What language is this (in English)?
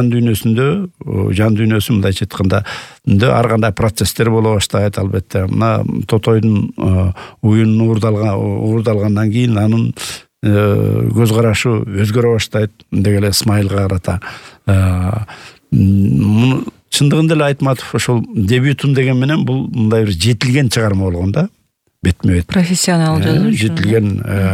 Kyrgyz